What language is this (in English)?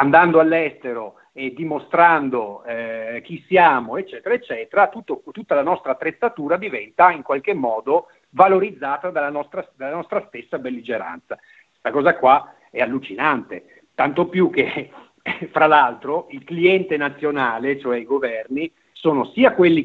Italian